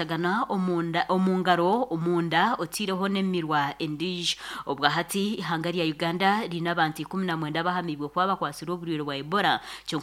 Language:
Nyankole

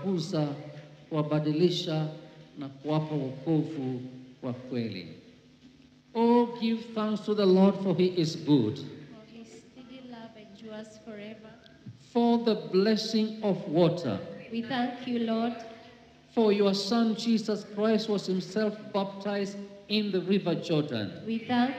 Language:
Swahili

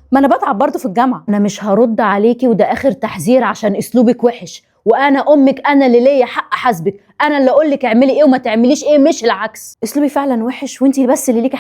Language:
Egyptian Arabic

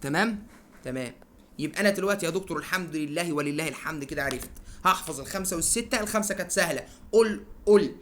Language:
Egyptian Arabic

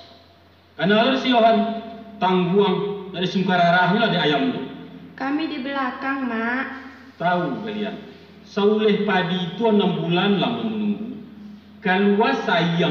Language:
Minangkabau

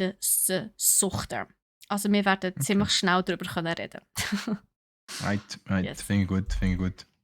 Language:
Swiss German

